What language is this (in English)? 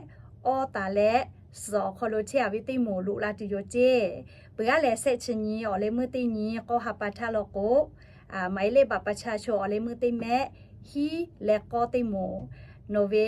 Lahu